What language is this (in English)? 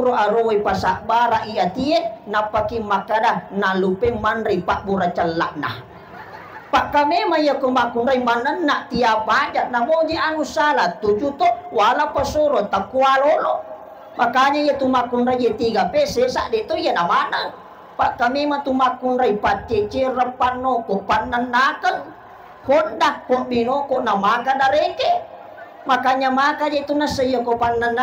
Buginese